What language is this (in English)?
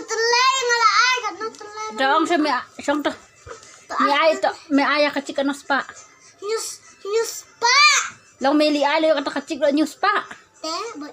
Khasi